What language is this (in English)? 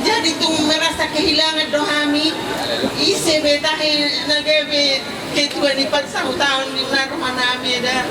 Batak Toba